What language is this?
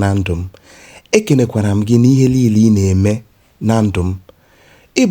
Igbo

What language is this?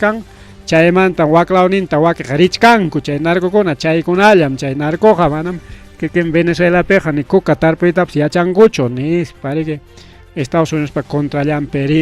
Ayacucho Quechua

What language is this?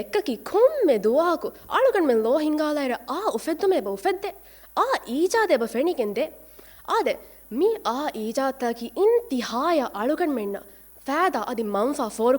Divehi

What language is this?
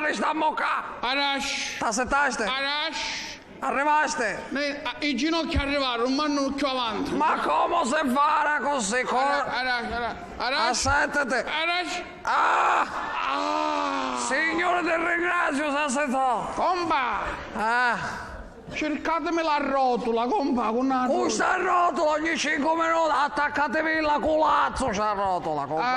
Sicilian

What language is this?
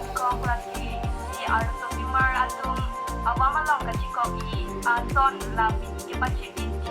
Karbi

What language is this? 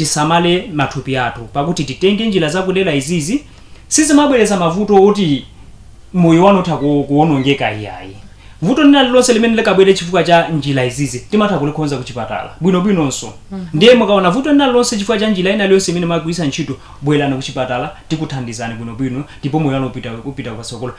Nyanja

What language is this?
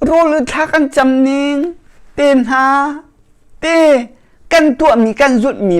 Hakha Chin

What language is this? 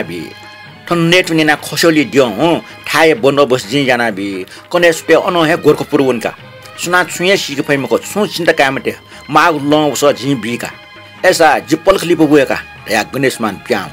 Newari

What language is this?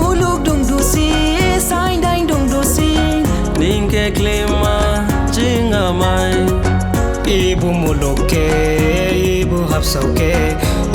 Dimasa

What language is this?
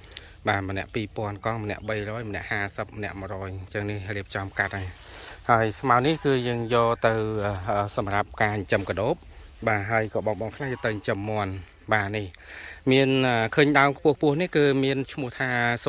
Khmer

